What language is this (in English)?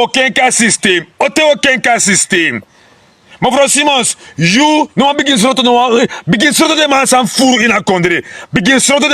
Sranan Tongo